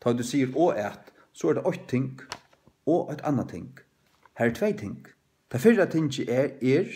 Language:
Faroese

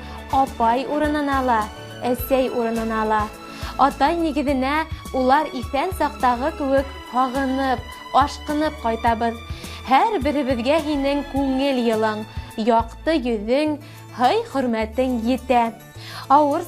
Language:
Bashkir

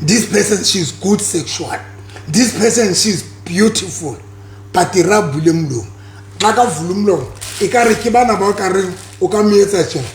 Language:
Southern Sotho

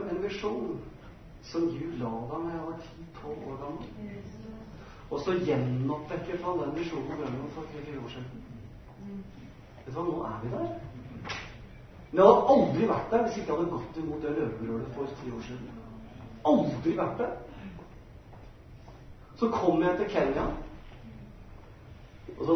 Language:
Norwegian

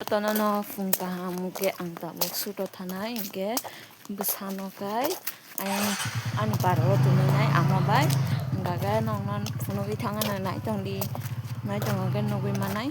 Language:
Kok Borok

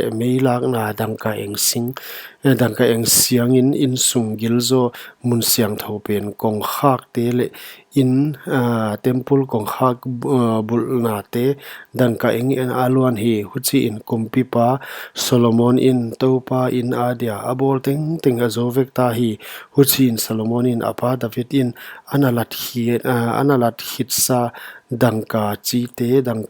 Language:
Paite Chin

